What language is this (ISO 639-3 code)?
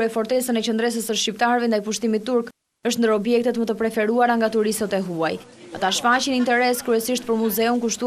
sqi